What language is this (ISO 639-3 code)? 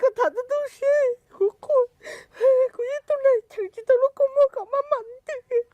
hmn